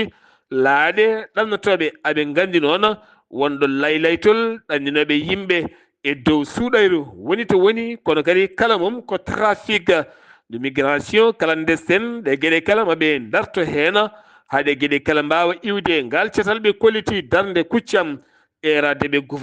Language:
Fula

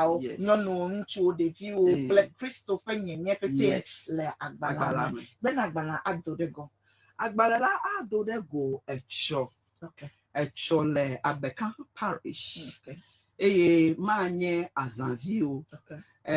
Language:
Ewe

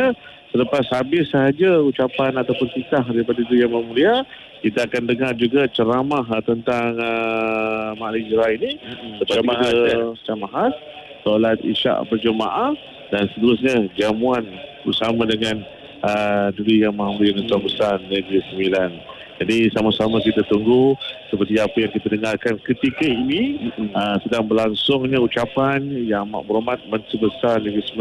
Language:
Malay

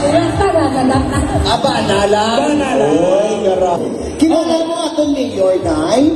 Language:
Hiligaynon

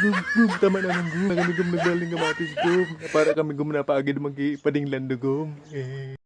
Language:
Bikol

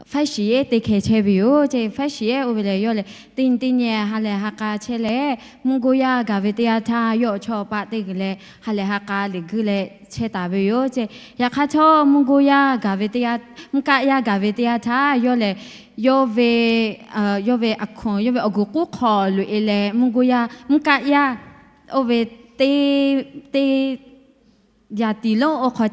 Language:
Lahu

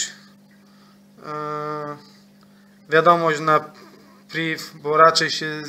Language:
Polish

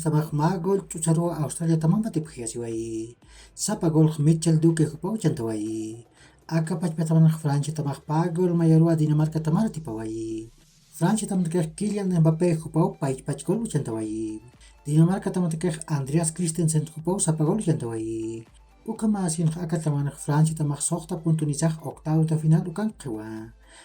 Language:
Aymara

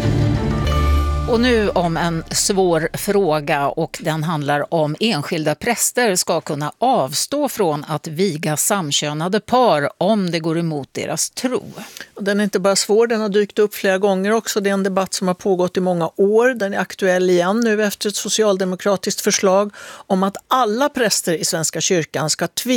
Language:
Swedish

